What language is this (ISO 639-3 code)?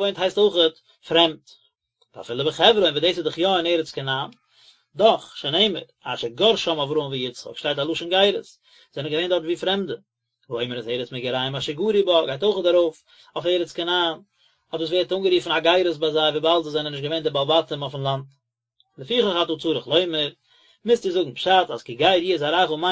yid